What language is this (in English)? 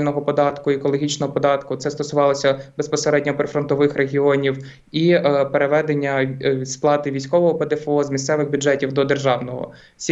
Ukrainian